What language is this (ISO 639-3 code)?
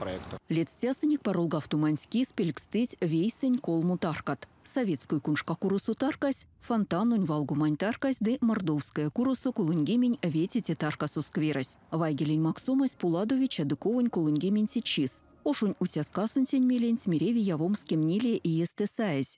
myv